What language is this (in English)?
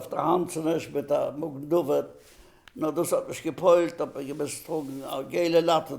Yiddish